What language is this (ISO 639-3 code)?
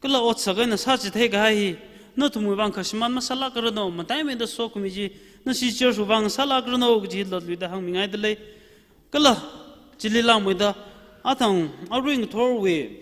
nmf